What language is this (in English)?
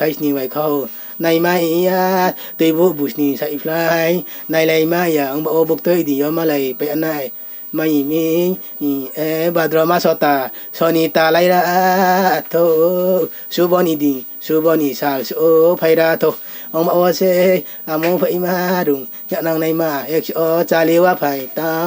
Riang (India)